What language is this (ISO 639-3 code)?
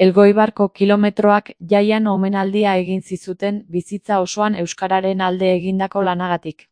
eus